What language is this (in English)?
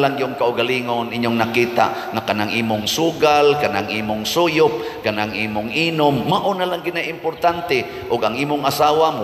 Cebuano